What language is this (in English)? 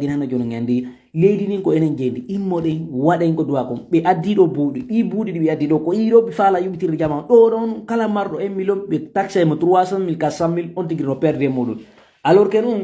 Fula